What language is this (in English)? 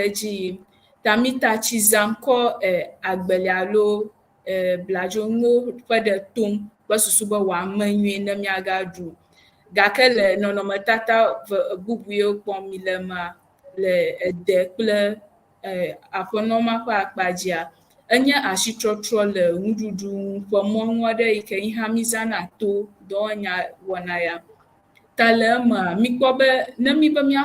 Ewe